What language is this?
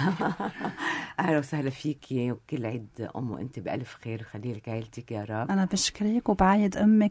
North Levantine Arabic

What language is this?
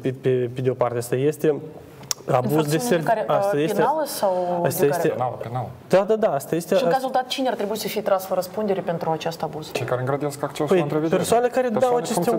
Romanian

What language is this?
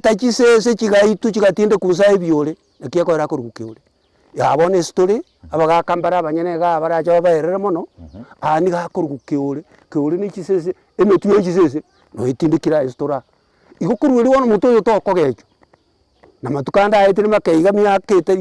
Gusii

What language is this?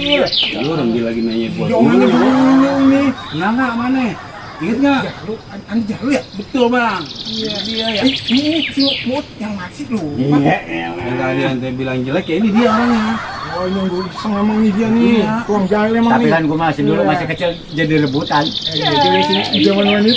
Betawi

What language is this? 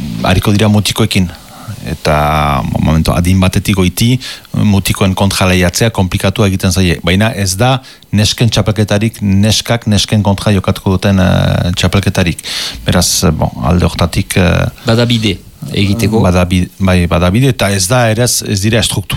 Basque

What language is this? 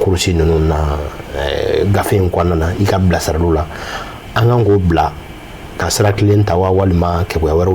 Bambara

